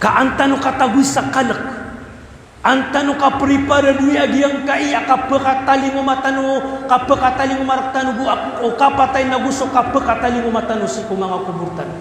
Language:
Maranao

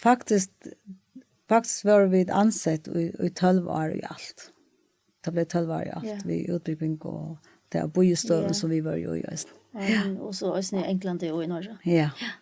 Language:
Faroese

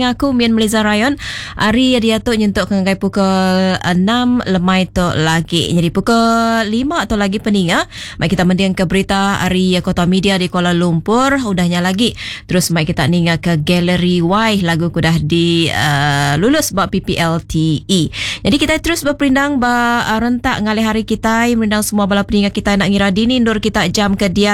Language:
Iban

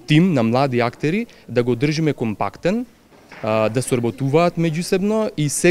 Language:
Macedonian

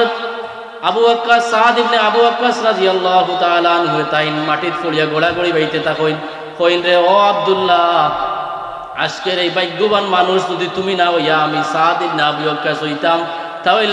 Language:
Sylheti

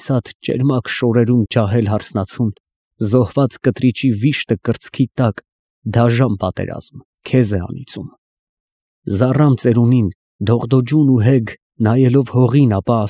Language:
Armenian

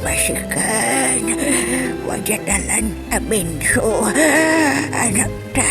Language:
Pangasinan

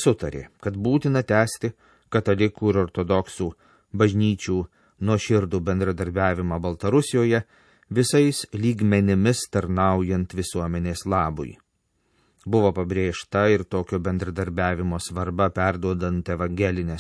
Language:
Lithuanian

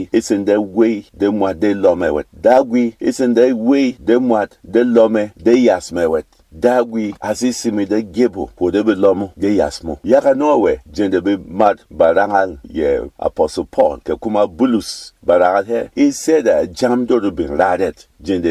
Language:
Berom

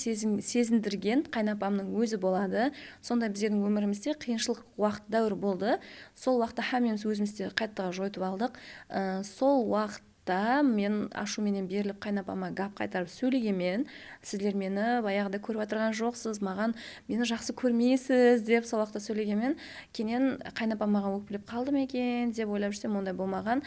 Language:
Kara-Kalpak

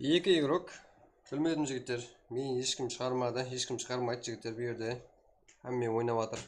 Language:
Kara-Kalpak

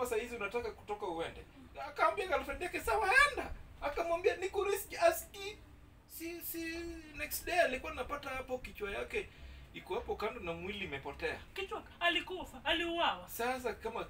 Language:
Swahili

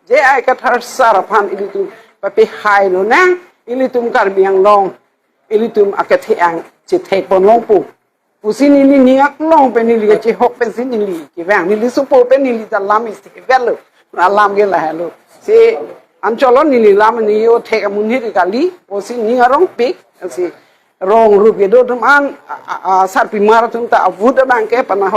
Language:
Karbi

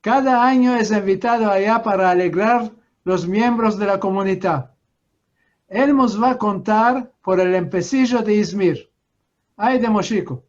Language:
Ladino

